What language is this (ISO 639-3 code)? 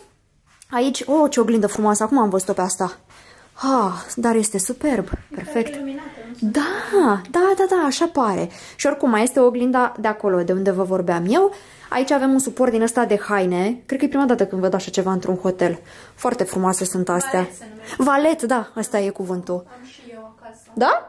ron